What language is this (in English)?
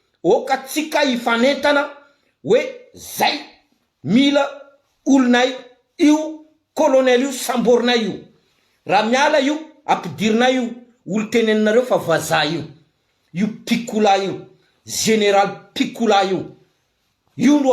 Malagasy